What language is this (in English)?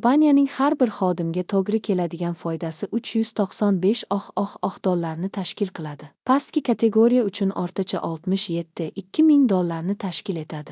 Uzbek